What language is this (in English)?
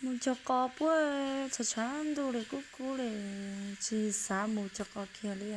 Hmong